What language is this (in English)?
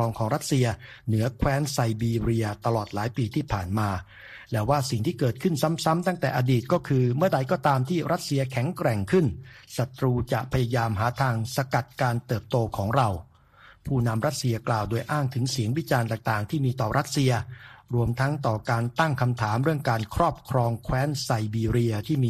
Thai